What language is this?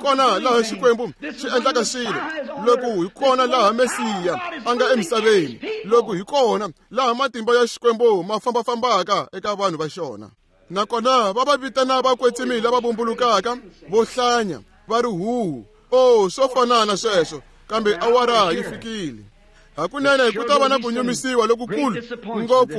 Tsonga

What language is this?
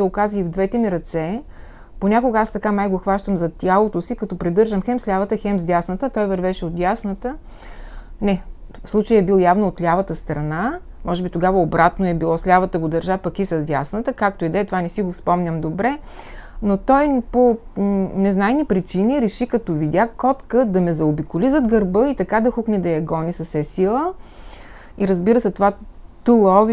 Bulgarian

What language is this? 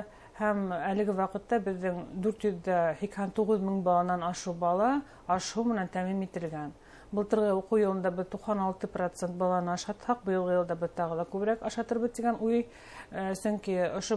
Bashkir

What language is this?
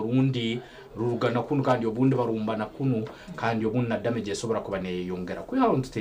Nyankole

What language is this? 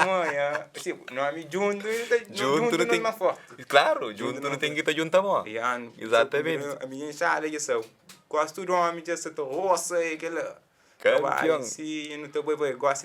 Kabuverdianu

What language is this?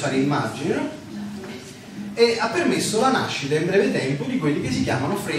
Italian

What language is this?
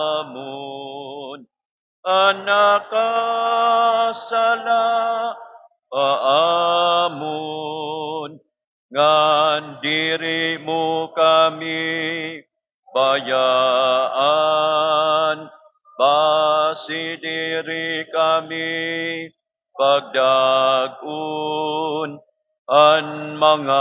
Waray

